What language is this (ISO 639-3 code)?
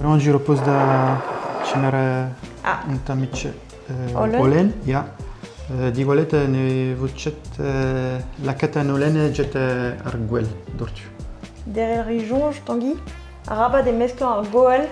bre